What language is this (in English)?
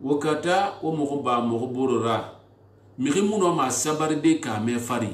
Susu